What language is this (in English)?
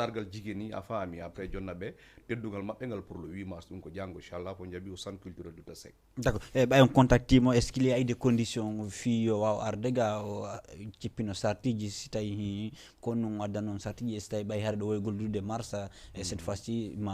Fula